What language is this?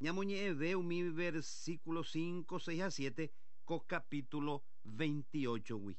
Guarani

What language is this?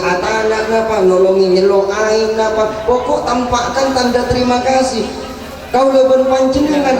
Madurese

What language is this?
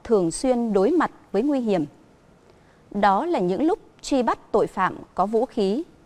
Vietnamese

